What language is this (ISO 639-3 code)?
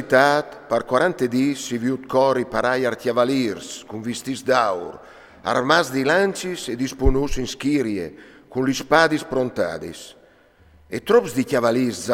fur